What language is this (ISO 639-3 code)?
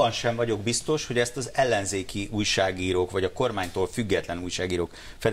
hun